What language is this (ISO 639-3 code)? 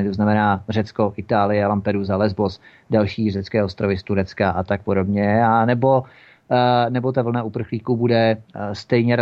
ces